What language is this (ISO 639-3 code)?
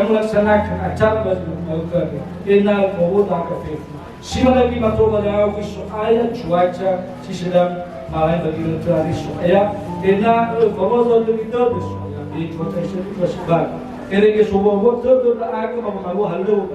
nia